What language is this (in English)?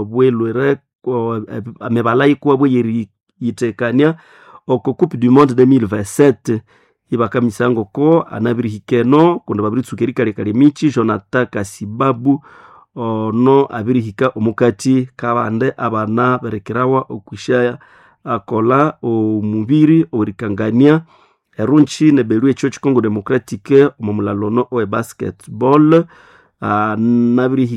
Nande